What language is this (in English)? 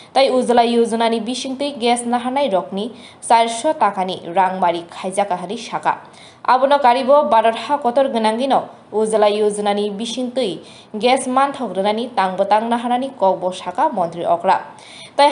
Kok Borok